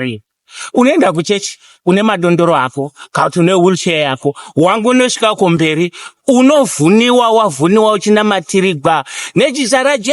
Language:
Shona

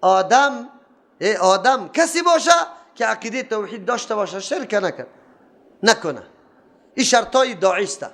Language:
Persian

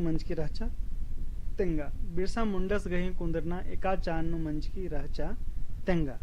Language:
Kurukh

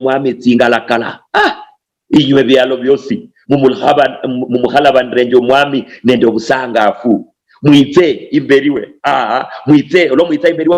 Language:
Luyia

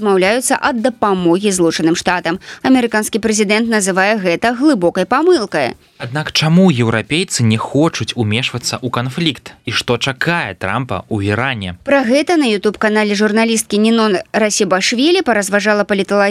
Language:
Belarusian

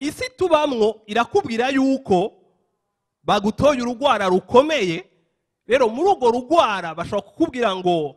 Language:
Rundi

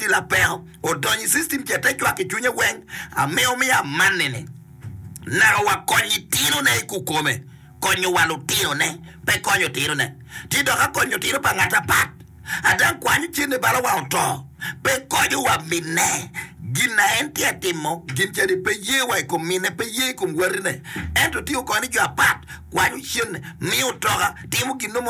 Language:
Acoli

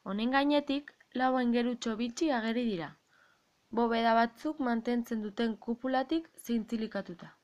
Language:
Basque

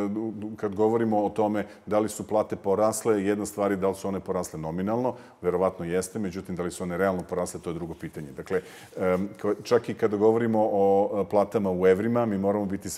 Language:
Serbian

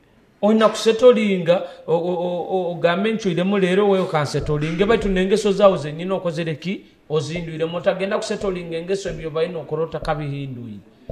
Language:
Nyoro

